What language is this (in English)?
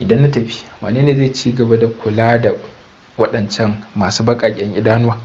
Hausa